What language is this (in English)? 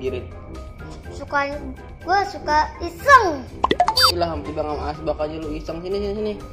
Betawi